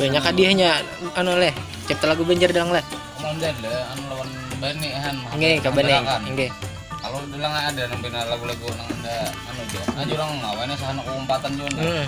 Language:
Banjar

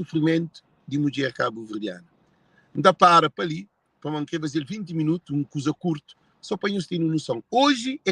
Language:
Kabuverdianu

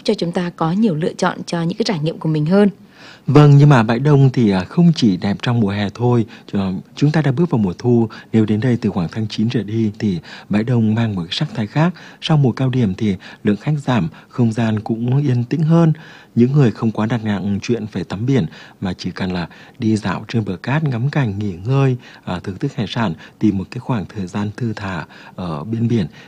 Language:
Vietnamese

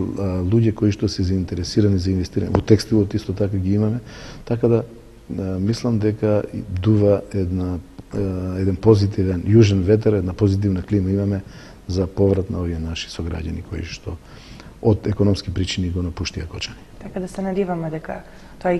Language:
Macedonian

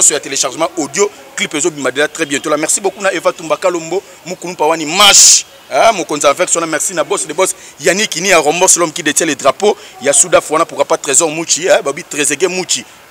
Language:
Lingala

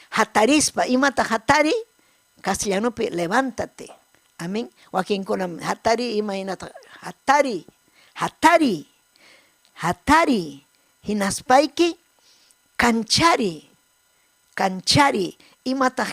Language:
Ayacucho Quechua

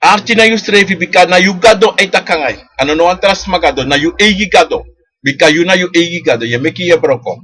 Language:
Sranan Tongo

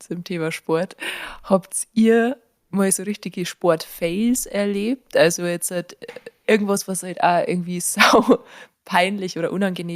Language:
Bavarian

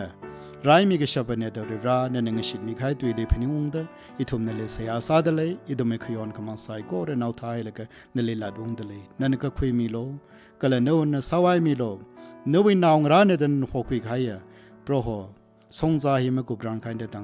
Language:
Tangkhul Naga (India)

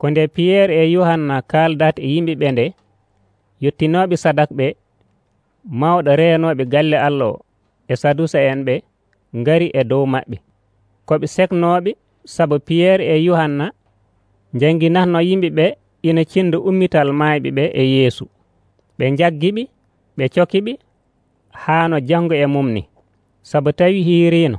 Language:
Nigerian Fulfulde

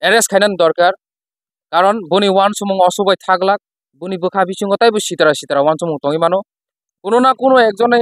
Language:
Kok Borok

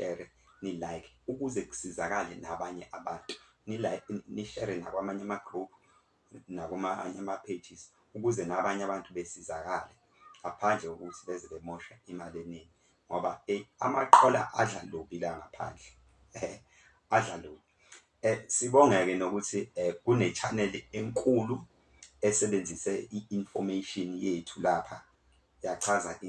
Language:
Zulu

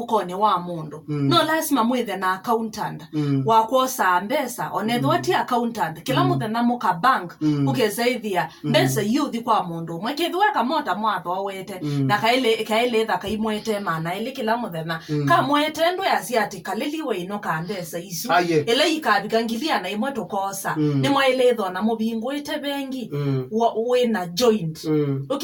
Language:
Kamba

